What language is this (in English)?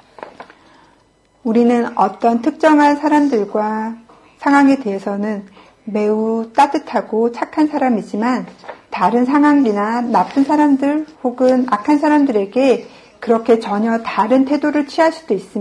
Korean